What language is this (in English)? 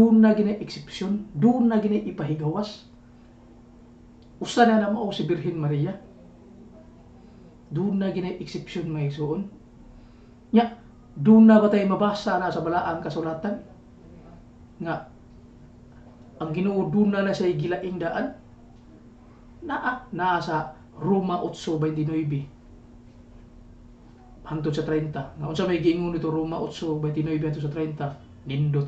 Cebuano